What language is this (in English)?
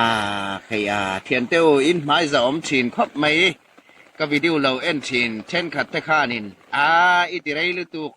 Hmar